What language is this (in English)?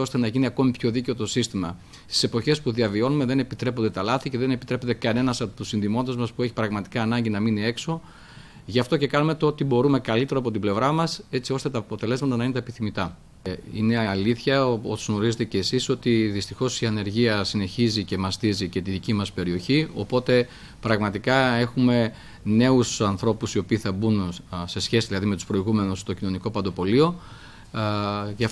Greek